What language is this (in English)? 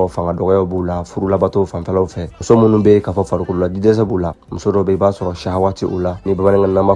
Bambara